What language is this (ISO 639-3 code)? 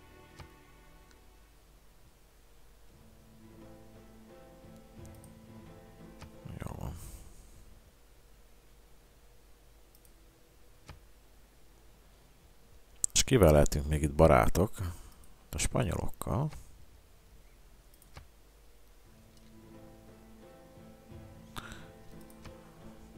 hun